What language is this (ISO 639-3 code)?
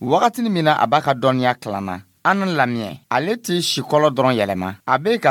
dyu